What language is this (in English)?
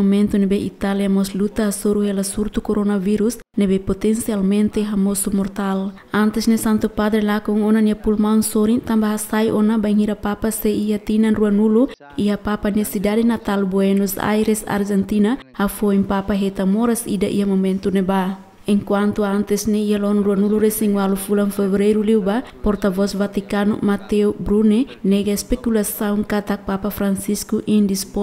Tetum